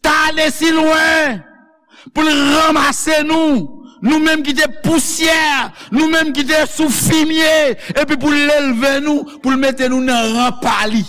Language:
Haitian Creole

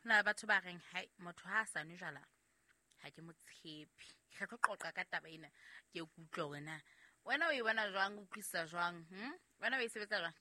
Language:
Southern Sotho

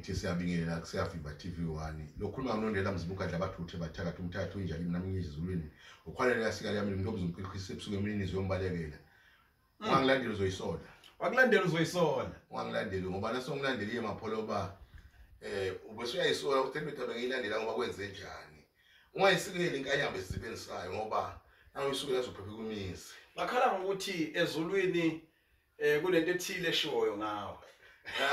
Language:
Zulu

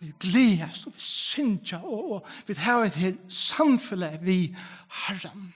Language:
Faroese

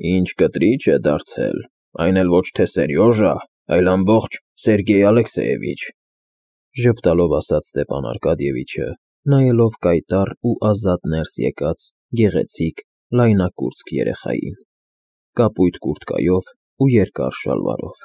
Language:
Armenian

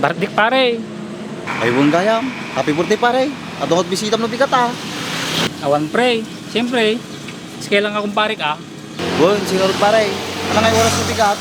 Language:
Iloko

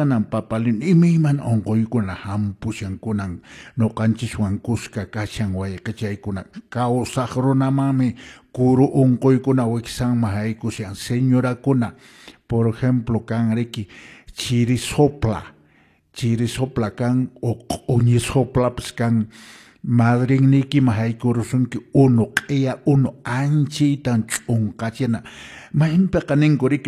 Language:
Quechua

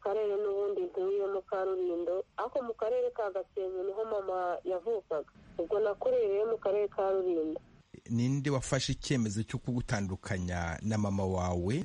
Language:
Kinyarwanda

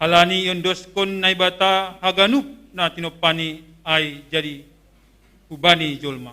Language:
Batak Simalungun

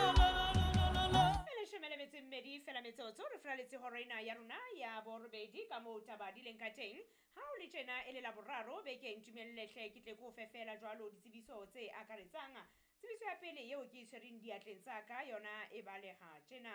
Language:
Southern Sotho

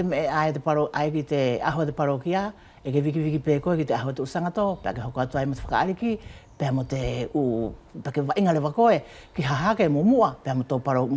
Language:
Wallisian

